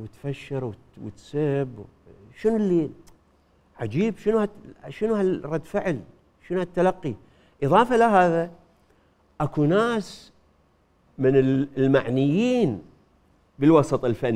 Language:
Mesopotamian Arabic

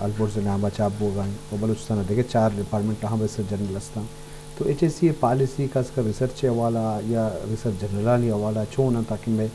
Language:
Eastern Balochi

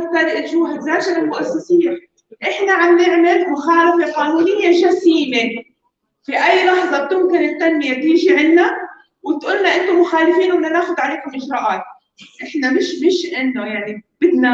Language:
North Levantine Arabic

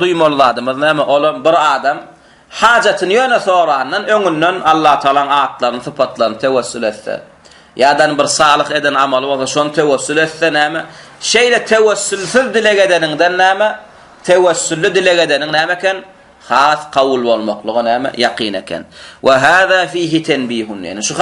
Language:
Turkmen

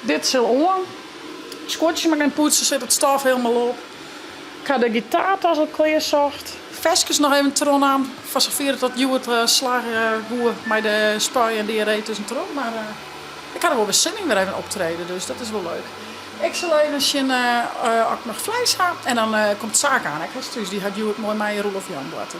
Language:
Western Frisian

